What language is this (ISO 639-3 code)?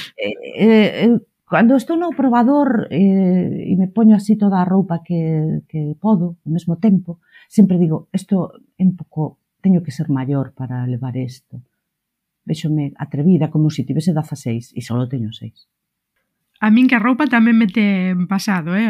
glg